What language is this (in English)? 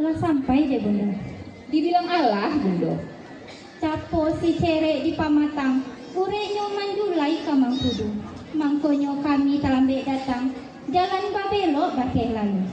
Minangkabau